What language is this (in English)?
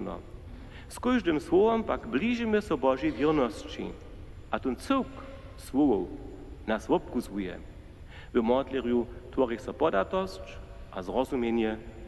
Upper Sorbian